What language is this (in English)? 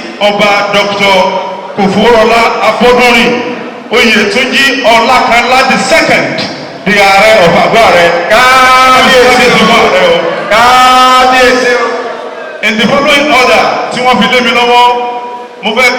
Yoruba